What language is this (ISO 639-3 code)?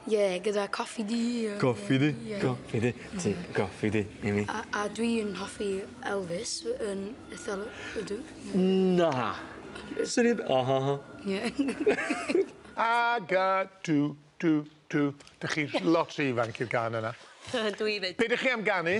cym